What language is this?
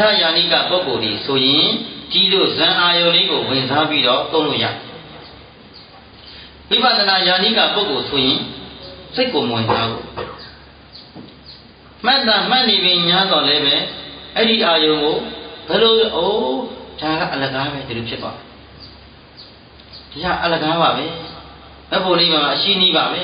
Burmese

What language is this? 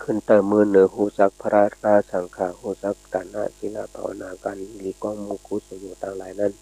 Shan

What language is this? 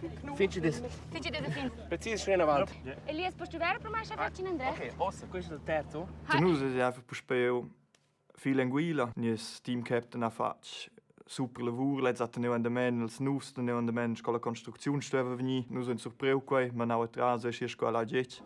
Romansh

